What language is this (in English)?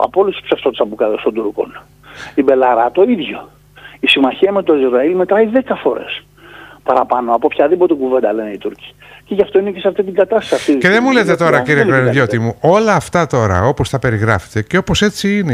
Greek